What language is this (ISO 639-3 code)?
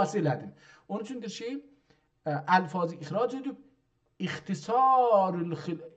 azb